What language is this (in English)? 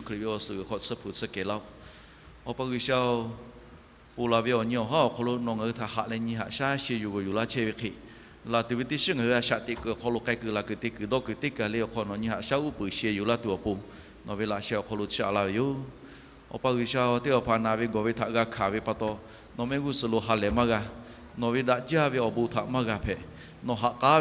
Lahu